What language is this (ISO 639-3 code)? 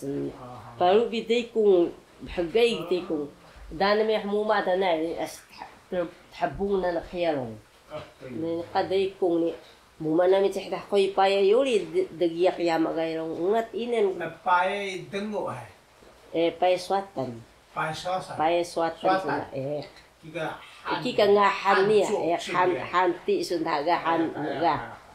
trv